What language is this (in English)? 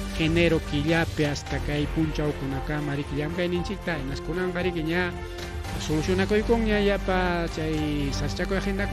Ayacucho Quechua